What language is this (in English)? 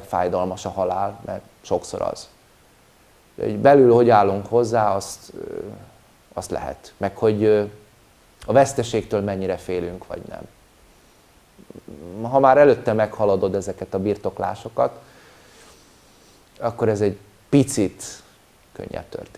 Hungarian